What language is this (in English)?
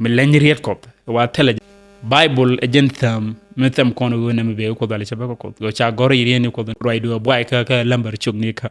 Nuer